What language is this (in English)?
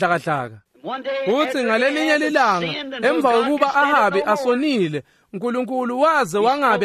Swati